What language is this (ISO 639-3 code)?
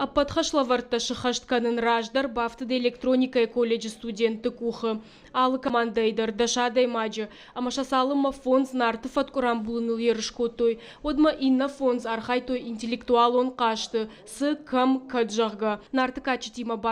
oss